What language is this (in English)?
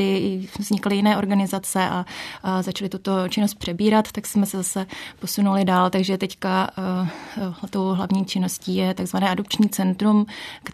Czech